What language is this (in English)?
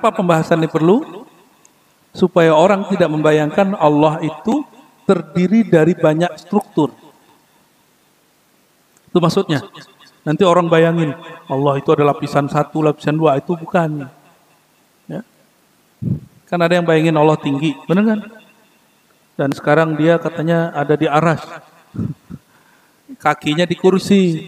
Indonesian